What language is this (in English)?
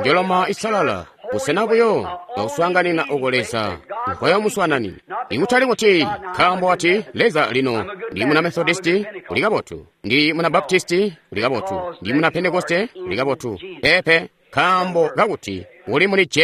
Tonga (Zambia)